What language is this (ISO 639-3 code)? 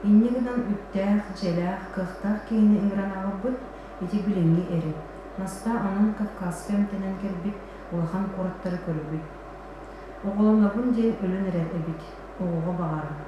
sah